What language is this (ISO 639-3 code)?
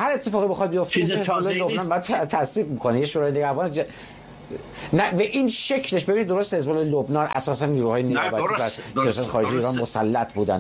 fas